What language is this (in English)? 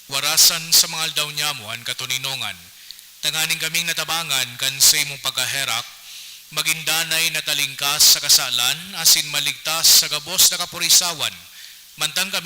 Bikol